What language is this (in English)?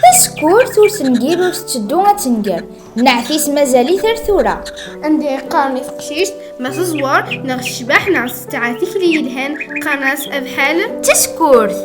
Kabyle